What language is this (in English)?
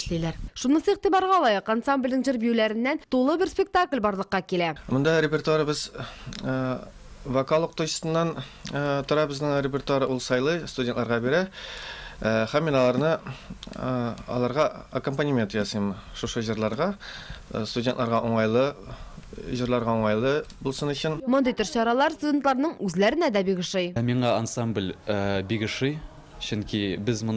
Tatar